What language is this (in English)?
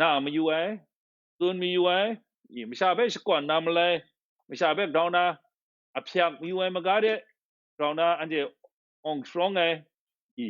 Kachin